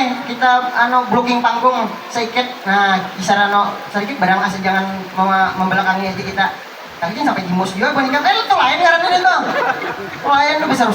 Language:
Banjar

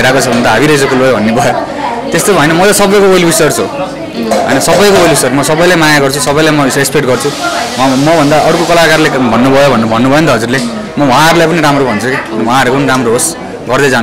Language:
Nepali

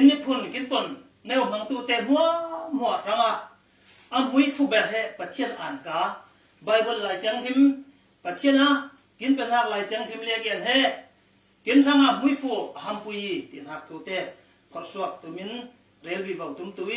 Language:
Falam Chin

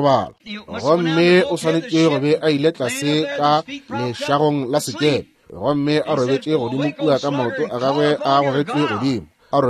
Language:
Northern Sotho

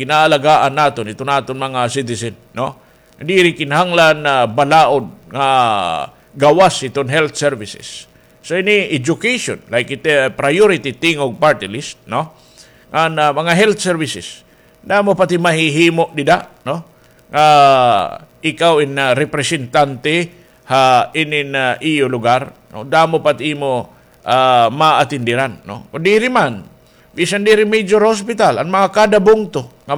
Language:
Waray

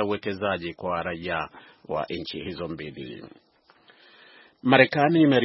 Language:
Swahili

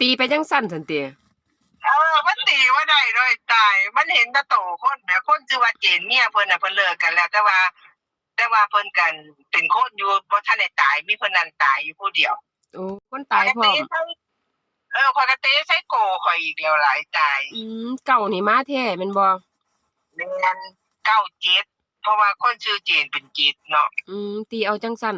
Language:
Northeastern Thai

